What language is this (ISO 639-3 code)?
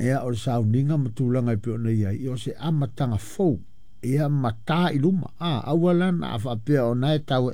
smo